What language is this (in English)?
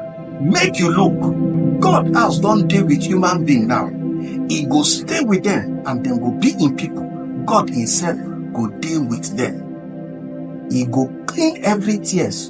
Nigerian Pidgin